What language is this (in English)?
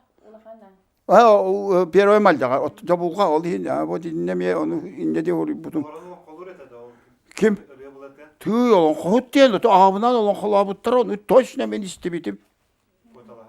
Yakut